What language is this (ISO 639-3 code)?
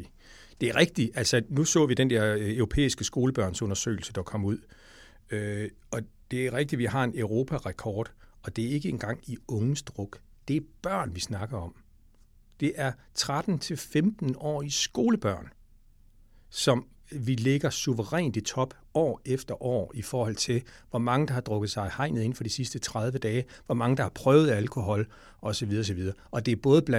dan